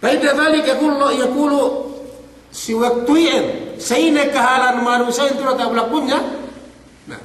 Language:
Yakan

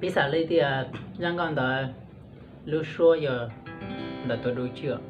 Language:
Hmong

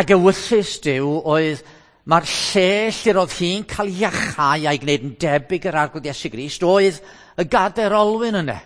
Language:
Welsh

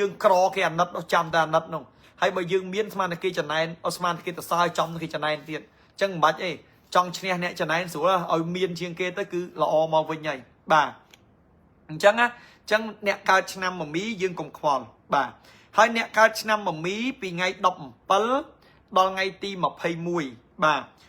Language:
Khmer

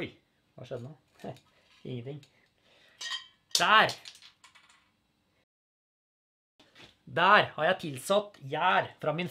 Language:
Norwegian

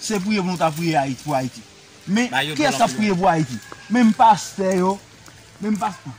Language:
Haitian Creole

